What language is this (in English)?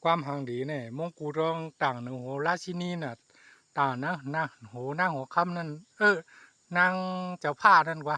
Shan